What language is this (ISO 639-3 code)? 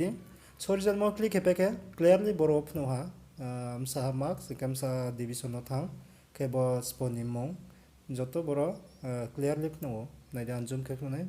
ria